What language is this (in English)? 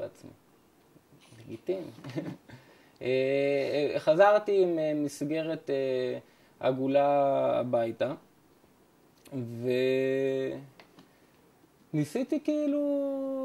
Hebrew